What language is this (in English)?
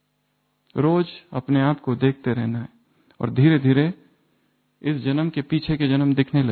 Hindi